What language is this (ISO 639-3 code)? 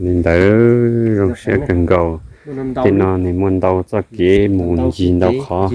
hmn